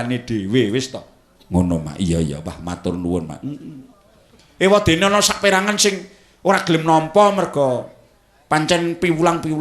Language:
Javanese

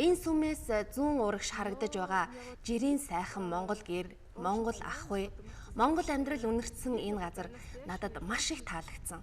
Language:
Mongolian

